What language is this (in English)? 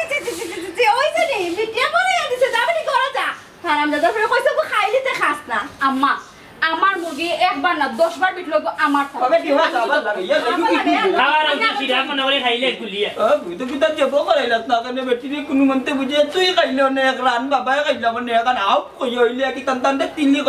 Sylheti